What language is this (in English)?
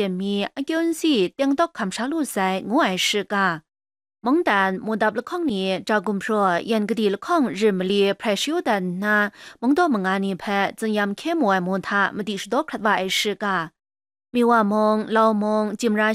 Kachin